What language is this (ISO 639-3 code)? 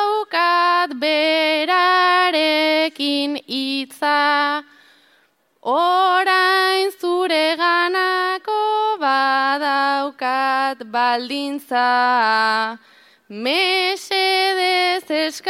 eus